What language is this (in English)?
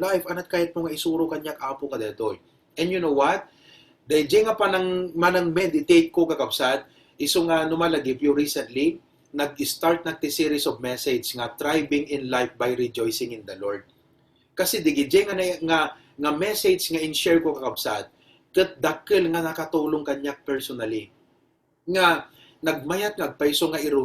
Iloko